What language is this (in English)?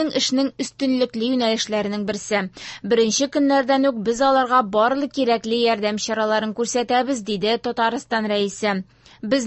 Tatar